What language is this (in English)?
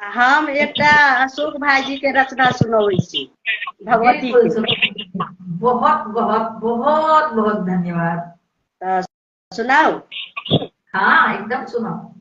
Maithili